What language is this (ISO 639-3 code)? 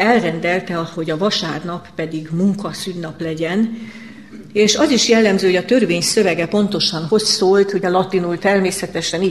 hun